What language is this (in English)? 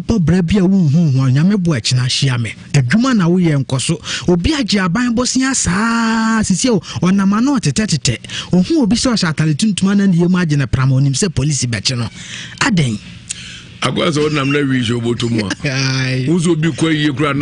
Akan